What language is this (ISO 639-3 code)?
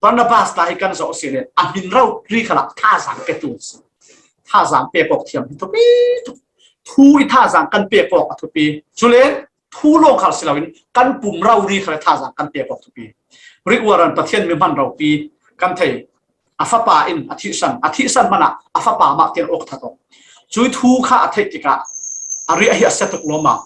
cfm